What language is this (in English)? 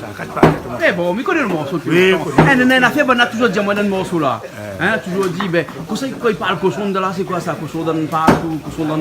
Réunion Creole French